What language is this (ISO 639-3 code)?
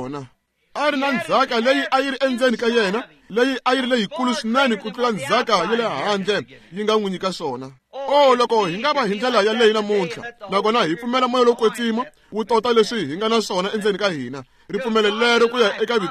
tso